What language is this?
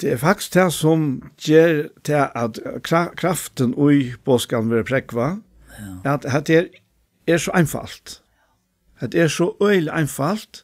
Faroese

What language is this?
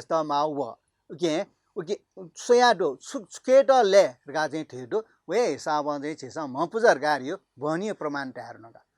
Newari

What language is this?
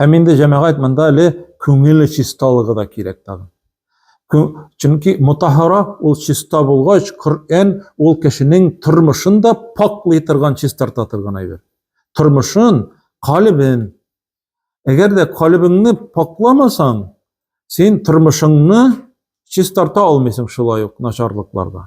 Tatar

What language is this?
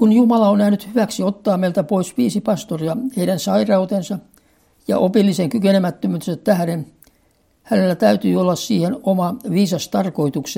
Finnish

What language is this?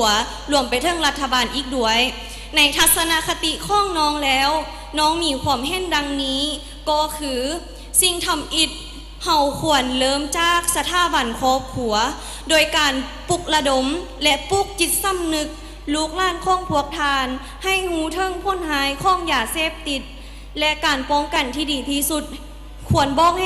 Lao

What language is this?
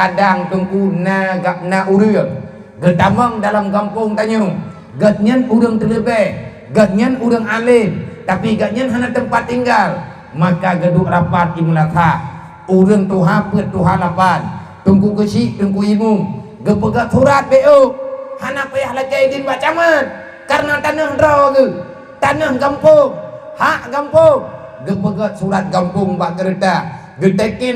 Achinese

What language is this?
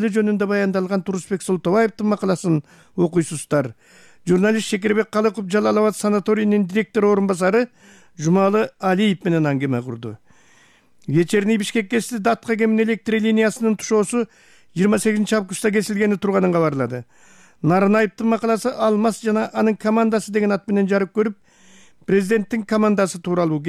Kyrgyz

